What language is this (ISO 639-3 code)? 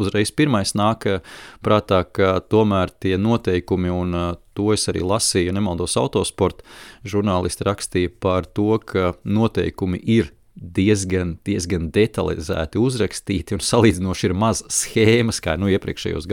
lav